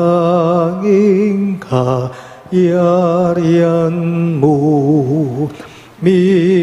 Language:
Pampanga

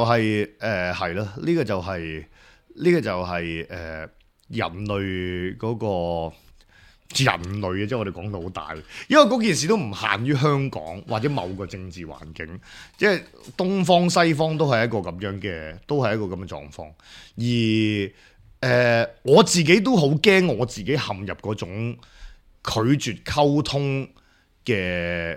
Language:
Cantonese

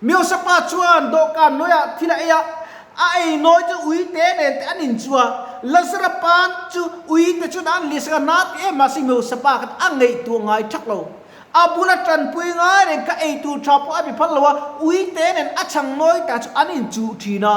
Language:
Mizo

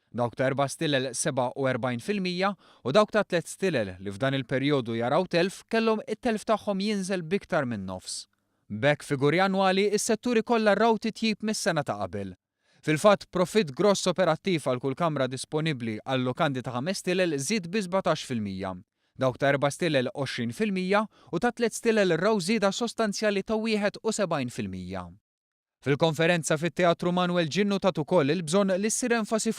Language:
Maltese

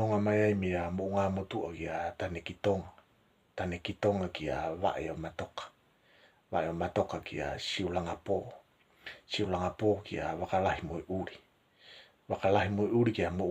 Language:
Tongan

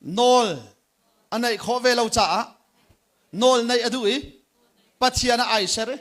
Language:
Hakha Chin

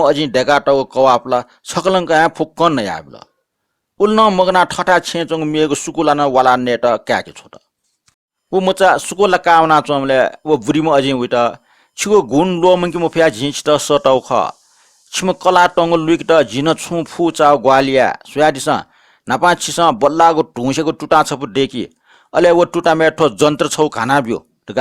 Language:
Newari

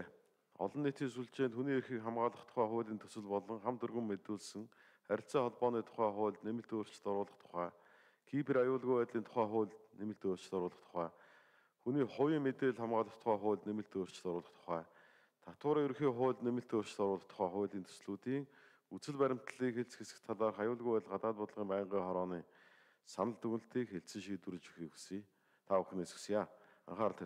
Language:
Mongolian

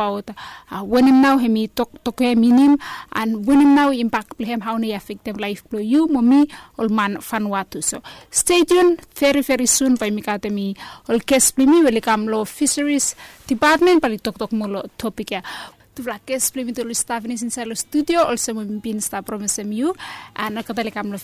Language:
Bislama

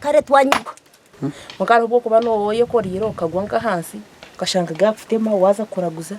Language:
Nyankole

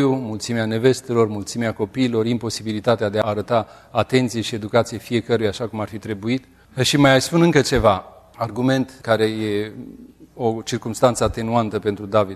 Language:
Romanian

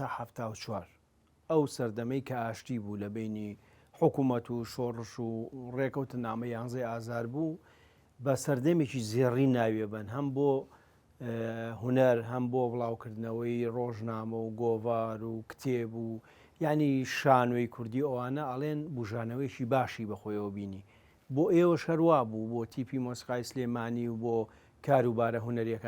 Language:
Central Kurdish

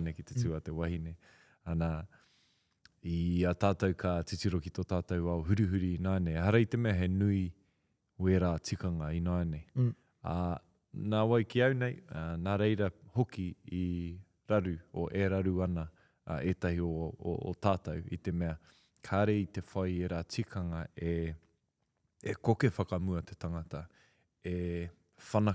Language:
Māori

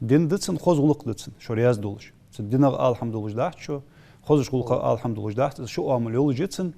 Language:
Ingush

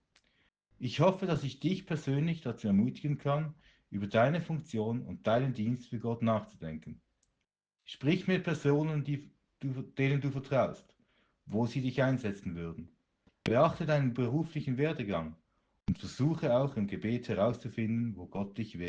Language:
Swiss German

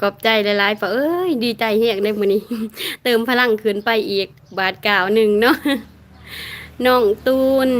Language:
Lao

